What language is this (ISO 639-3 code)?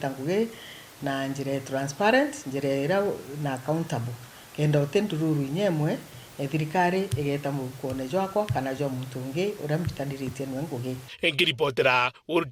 mer